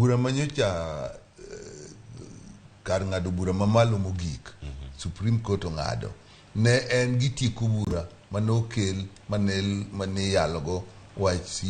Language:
Luo (Kenya and Tanzania)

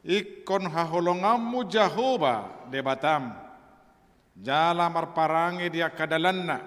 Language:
Batak Toba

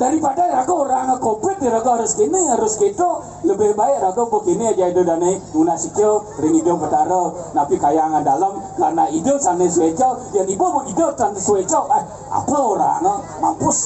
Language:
Balinese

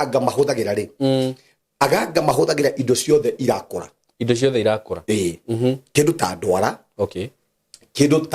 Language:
Kikuyu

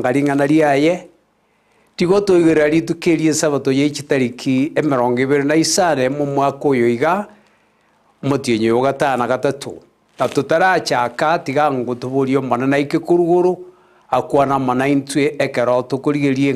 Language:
Gusii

